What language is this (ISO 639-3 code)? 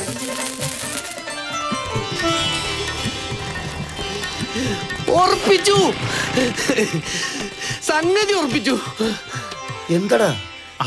mal